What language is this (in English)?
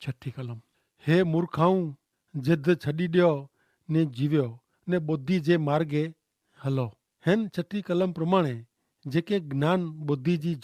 Kachhi